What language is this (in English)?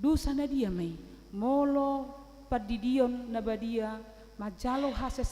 Batak Toba